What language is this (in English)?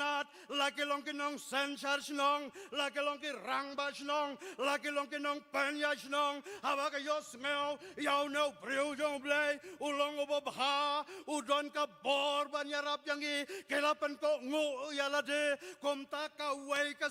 Khasi